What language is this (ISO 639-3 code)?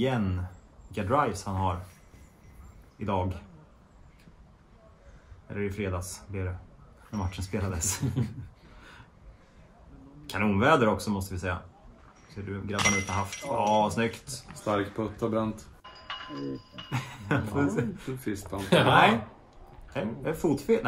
swe